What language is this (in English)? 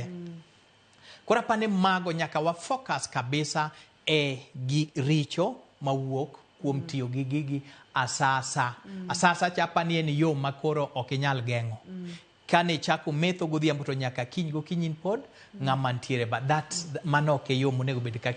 Luo (Kenya and Tanzania)